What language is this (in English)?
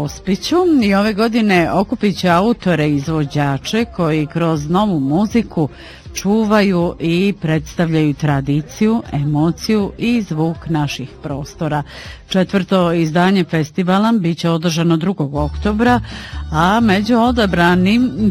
Bosnian